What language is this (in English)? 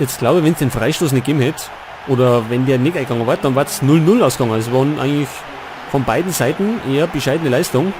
Bavarian